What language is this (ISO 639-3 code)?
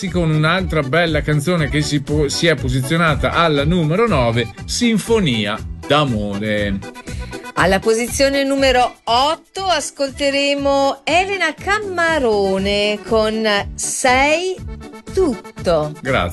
ita